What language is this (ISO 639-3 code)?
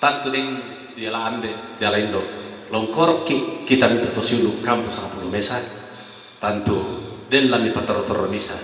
sda